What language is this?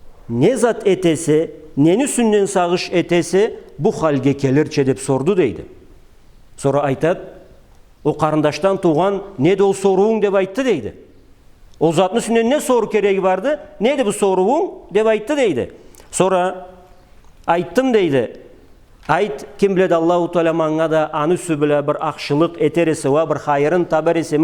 Karachay-Balkar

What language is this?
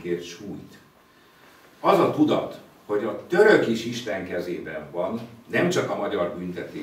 Hungarian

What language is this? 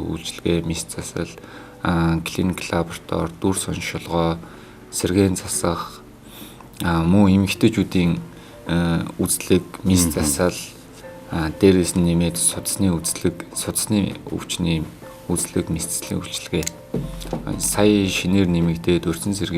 Mongolian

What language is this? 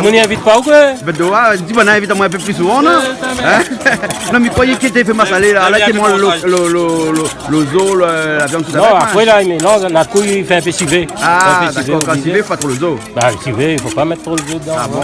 Réunion Creole French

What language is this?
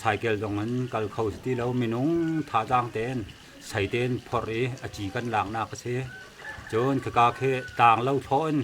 Hakha Chin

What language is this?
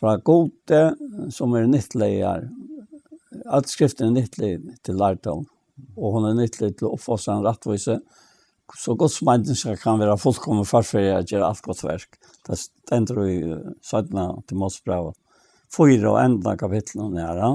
Faroese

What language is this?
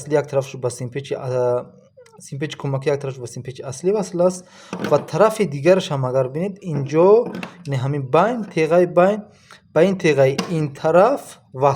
Tajik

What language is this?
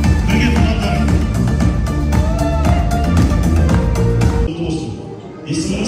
Kazakh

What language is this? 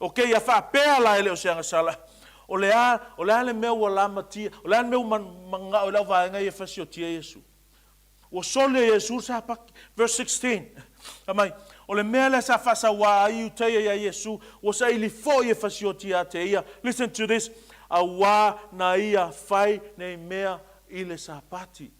Samoan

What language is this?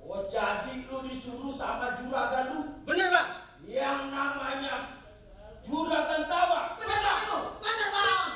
Betawi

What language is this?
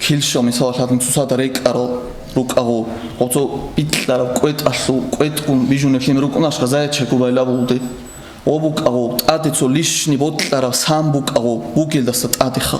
Avaric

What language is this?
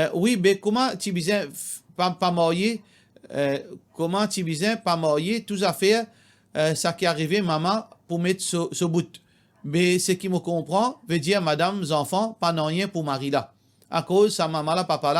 Morisyen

